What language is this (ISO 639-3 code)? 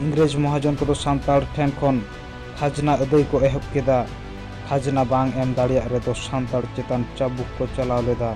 sat